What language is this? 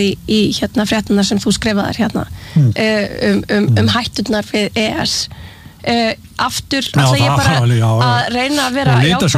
Icelandic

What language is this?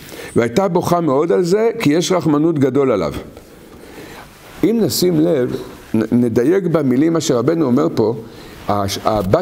Hebrew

